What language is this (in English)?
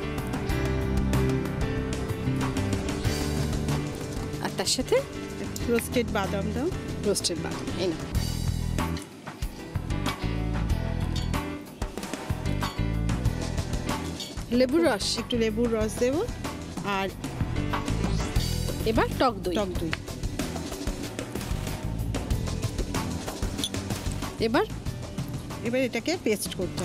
Bangla